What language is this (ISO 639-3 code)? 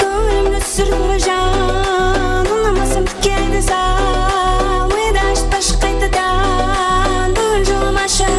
kaa